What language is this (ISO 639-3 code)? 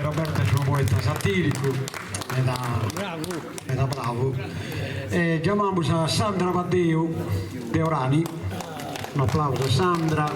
srd